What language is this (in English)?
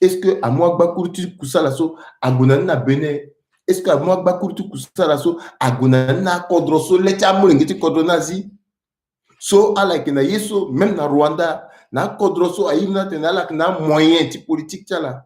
Sango